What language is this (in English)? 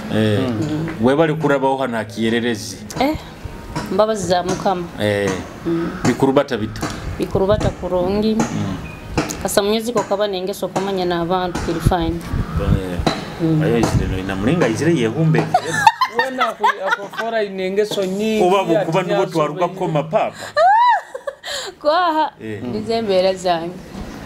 Nyoro